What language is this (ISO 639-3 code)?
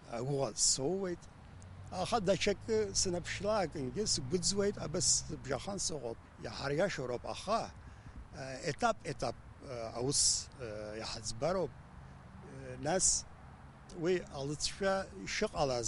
abk